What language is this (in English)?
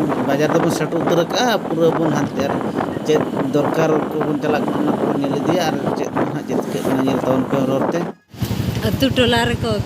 Santali